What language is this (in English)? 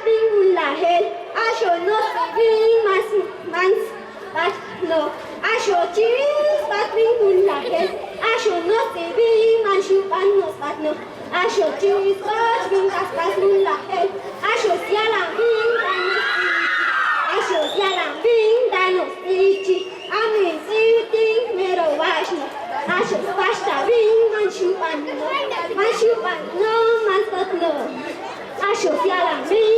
Chuj